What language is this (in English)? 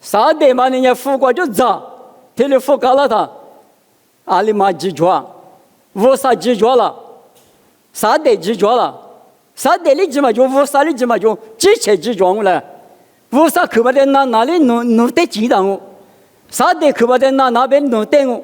Lisu